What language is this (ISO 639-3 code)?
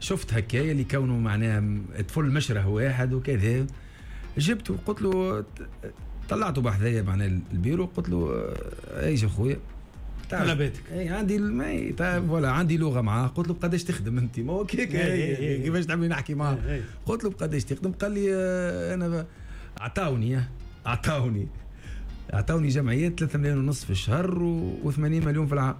aeb